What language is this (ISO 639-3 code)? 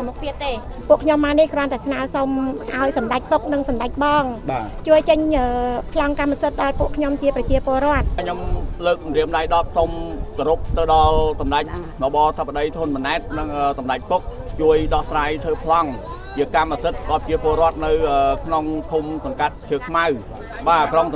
khm